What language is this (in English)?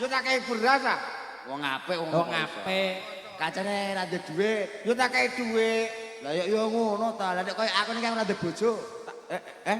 Javanese